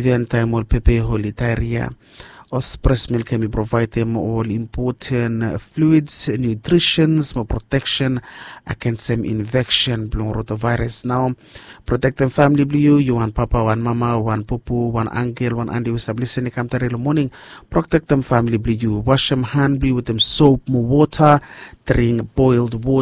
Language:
Bislama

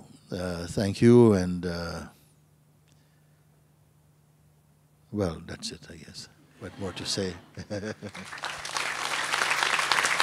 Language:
English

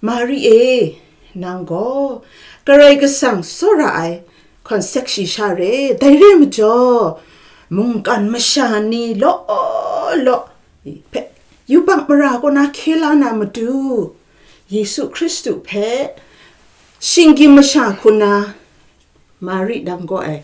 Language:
Kachin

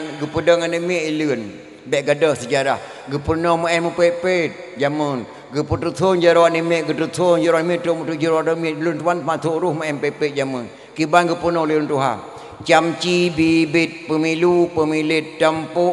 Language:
Achinese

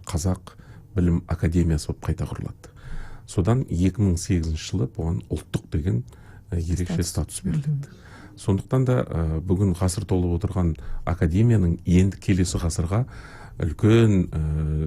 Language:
Kazakh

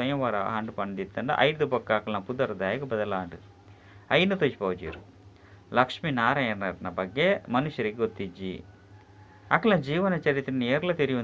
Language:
Tulu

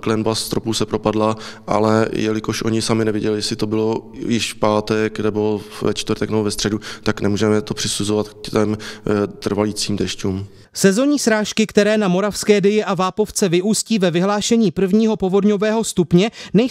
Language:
Czech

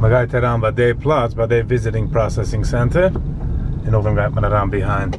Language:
Yiddish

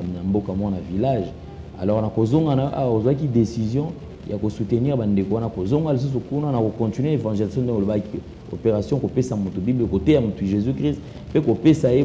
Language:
Lingala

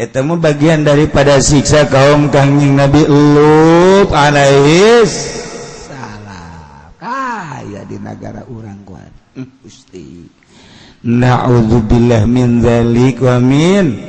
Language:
Sundanese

